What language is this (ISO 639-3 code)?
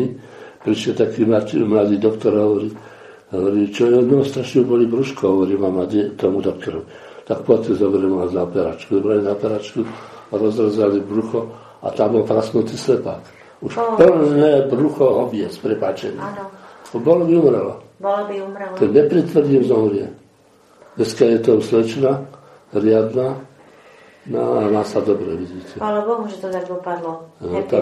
slk